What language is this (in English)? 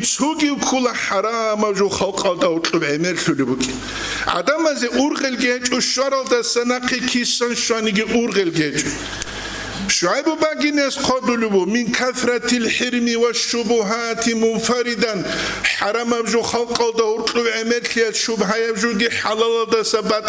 Avaric